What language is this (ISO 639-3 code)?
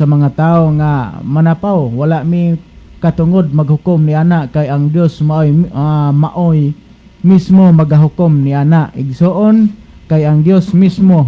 ceb